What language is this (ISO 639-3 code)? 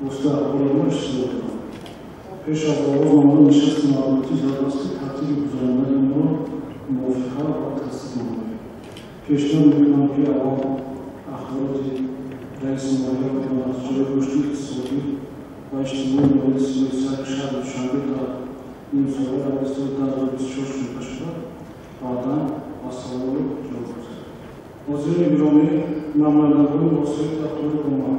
tgk